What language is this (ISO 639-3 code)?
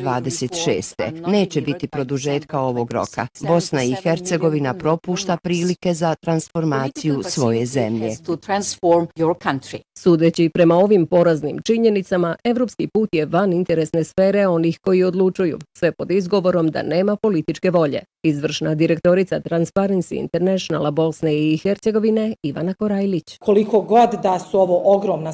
bos